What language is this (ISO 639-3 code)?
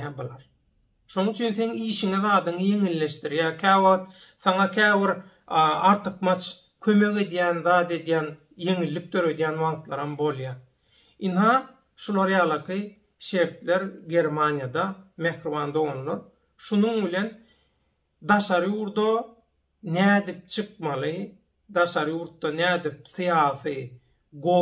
tuk